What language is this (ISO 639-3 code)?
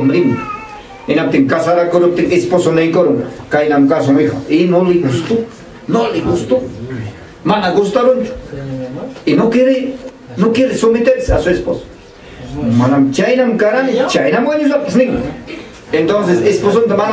quy